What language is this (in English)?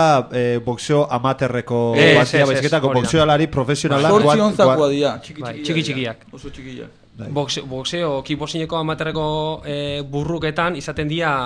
Basque